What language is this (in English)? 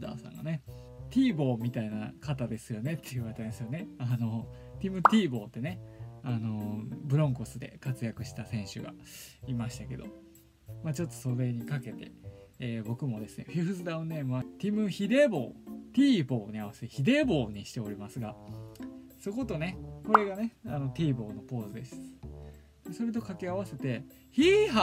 Japanese